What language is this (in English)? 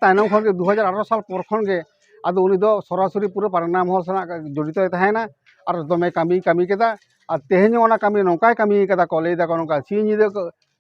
Santali